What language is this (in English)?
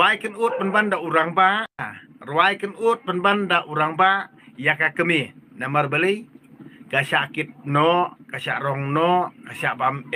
Khasi